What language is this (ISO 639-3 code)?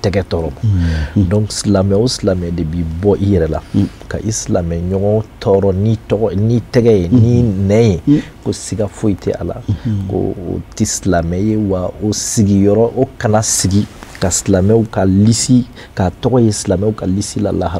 bam